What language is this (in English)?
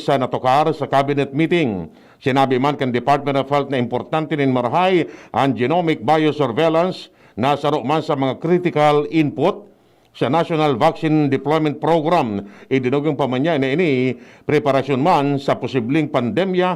Bikol